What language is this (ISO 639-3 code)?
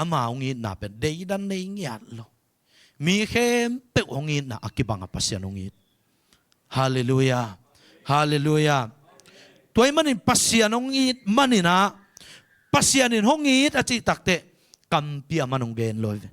ctd